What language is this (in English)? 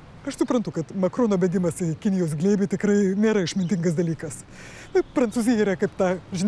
Lithuanian